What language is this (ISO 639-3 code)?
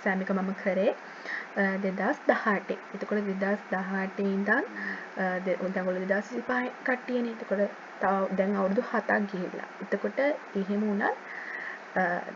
sin